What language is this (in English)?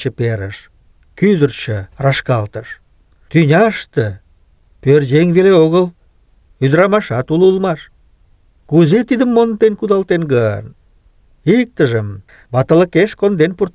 Mari